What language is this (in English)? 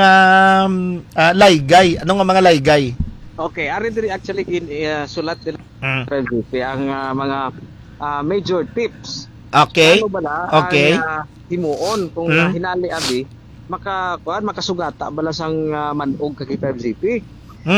Hiligaynon